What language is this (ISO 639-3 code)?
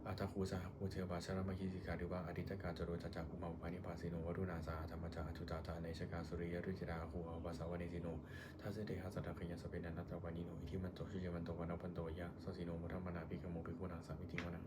pli